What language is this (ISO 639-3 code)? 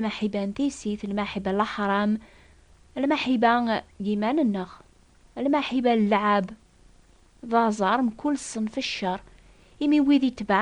kab